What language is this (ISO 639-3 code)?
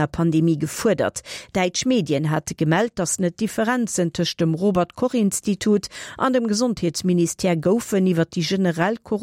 ltz